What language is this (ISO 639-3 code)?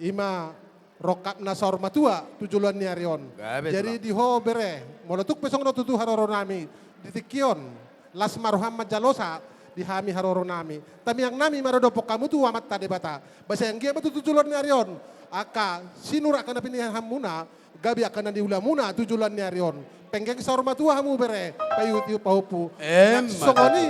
bbc